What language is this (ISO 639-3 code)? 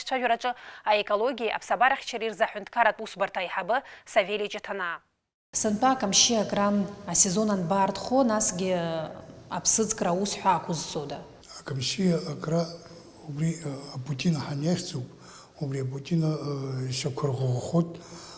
abk